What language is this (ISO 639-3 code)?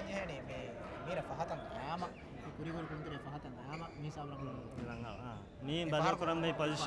div